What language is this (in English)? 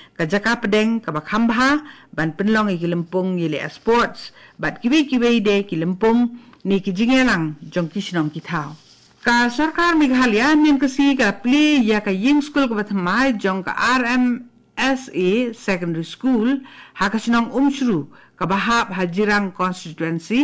Khasi